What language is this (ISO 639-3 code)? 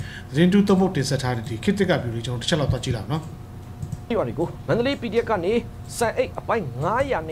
mya